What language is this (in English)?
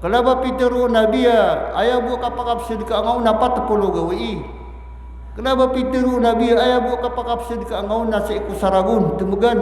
Maranao